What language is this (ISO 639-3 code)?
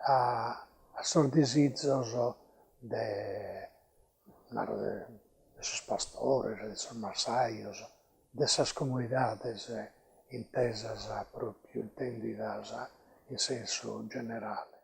srd